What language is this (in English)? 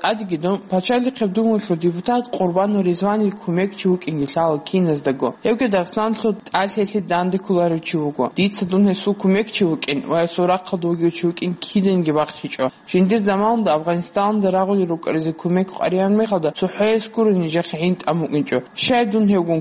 Avaric